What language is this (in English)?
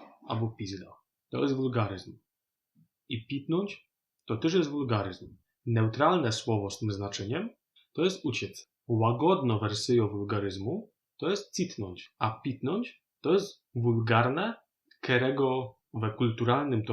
Silesian